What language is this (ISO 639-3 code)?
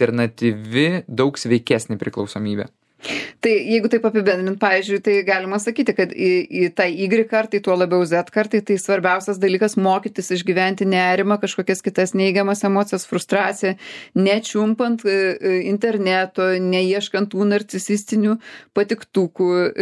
lit